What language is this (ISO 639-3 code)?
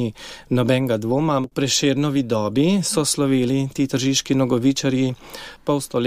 slv